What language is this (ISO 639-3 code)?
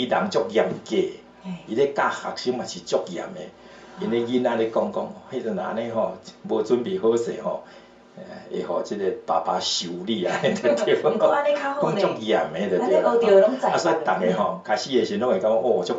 nan